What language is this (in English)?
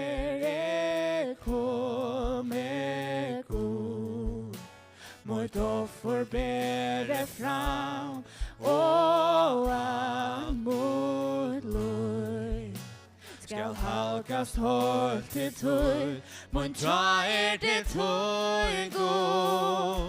Faroese